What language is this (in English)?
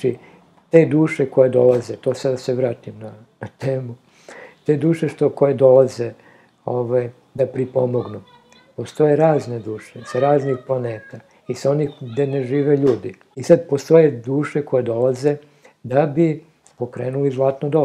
Serbian